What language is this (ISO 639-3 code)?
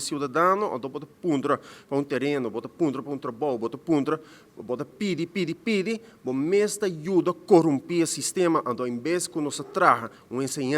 pap